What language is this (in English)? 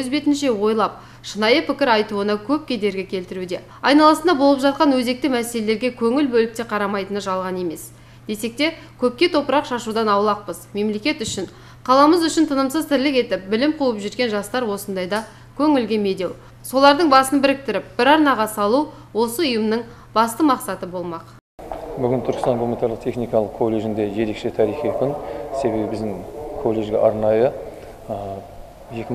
Kazakh